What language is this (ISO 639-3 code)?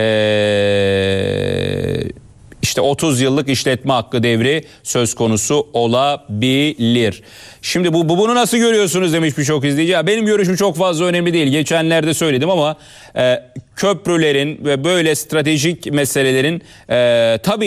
tur